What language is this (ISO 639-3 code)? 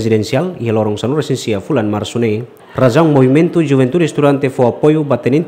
tet